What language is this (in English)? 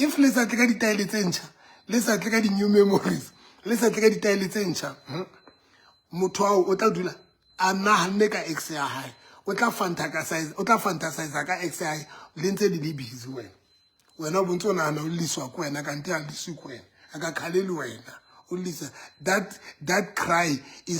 Southern Sotho